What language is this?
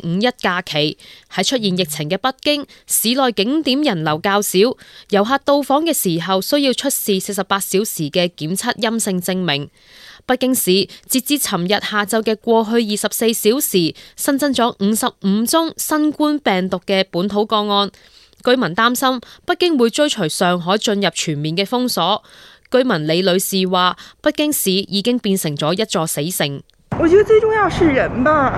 Cantonese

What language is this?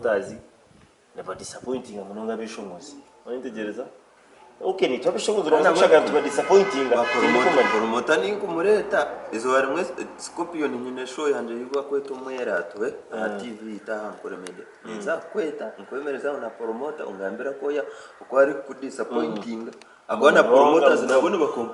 Nyankole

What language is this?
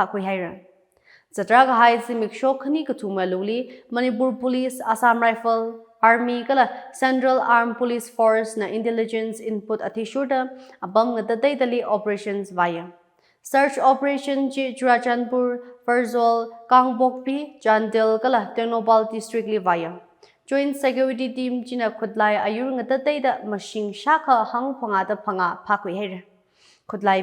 Tangkhul Naga (India)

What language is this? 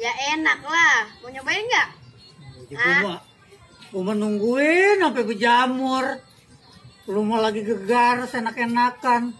Betawi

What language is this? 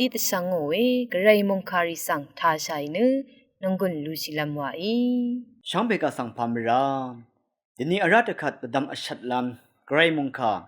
Rawang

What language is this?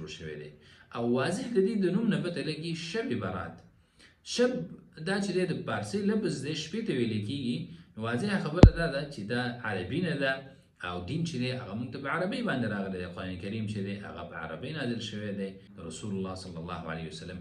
Pashto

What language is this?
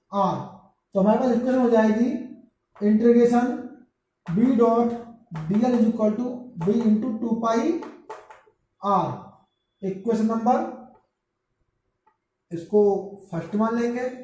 Hindi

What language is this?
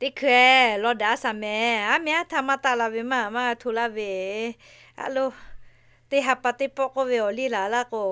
Lahu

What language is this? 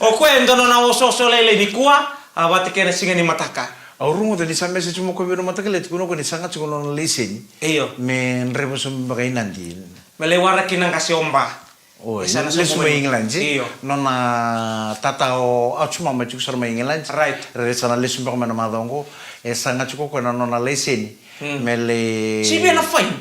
Fijian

